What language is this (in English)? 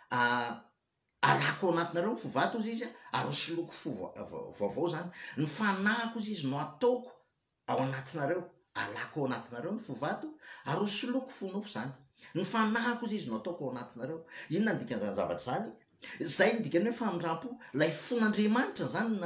Malagasy